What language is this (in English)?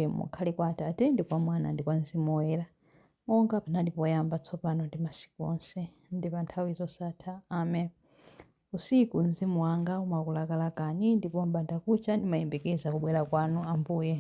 Nyanja